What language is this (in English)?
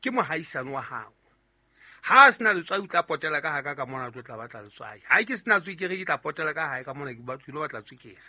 Southern Sotho